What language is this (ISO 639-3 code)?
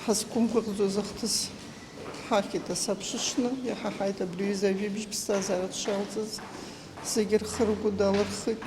abk